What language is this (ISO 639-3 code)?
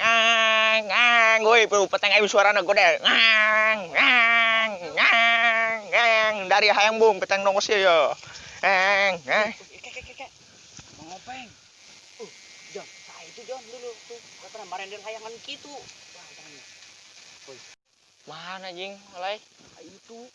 sun